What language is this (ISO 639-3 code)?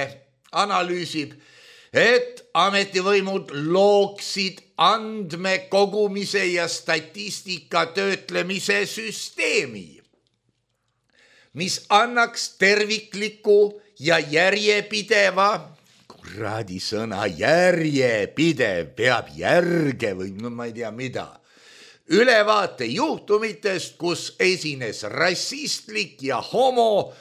est